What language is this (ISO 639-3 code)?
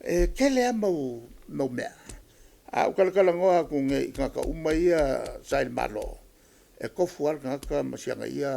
smo